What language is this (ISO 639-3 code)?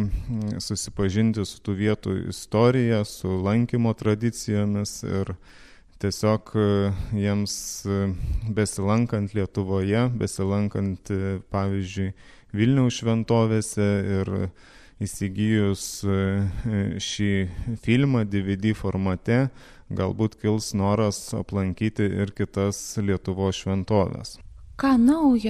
lit